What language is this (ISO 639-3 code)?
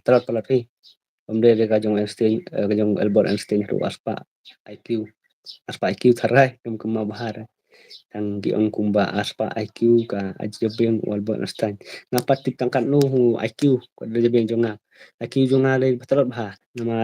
kha